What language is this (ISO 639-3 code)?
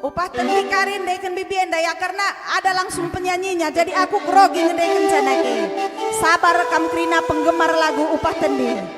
btx